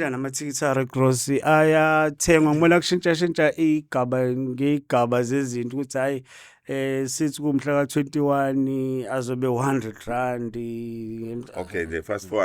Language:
Zulu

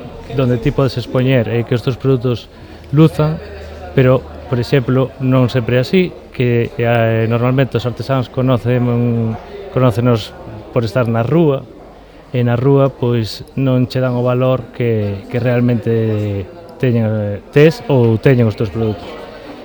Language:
Galician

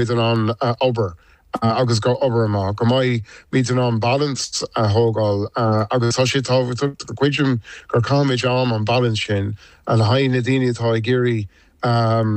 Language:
Irish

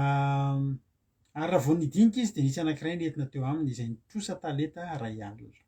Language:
Malagasy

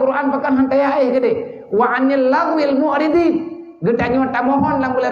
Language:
Achinese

